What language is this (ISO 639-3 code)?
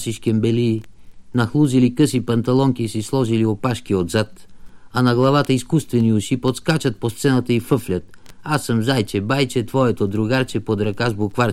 bul